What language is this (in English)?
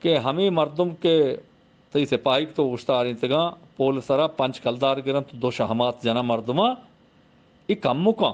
Eastern Balochi